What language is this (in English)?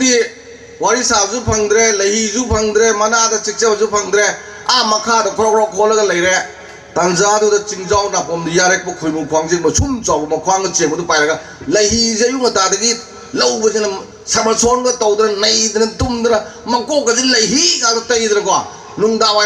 Manipuri